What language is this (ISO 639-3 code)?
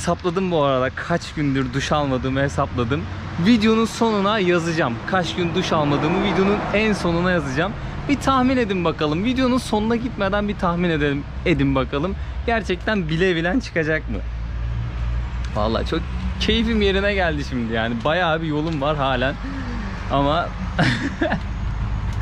tur